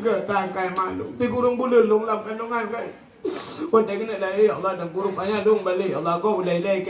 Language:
Achinese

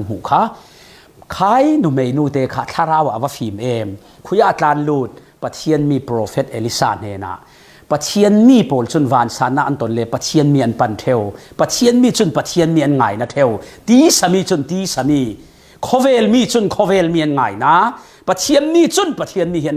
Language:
Falam Chin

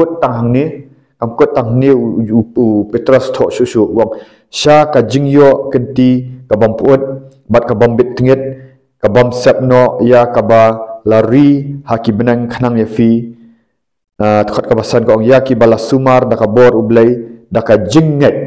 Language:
Khasi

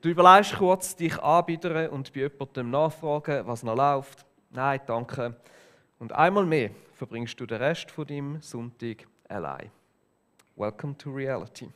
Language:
Swiss German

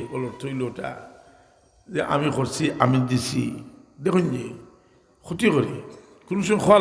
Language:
Sylheti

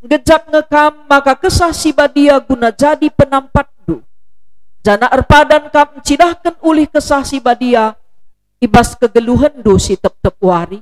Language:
Batak Karo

